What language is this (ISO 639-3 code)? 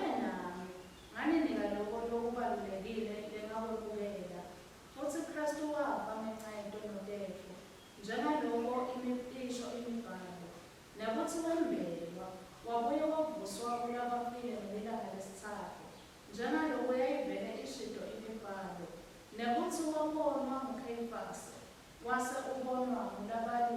ssw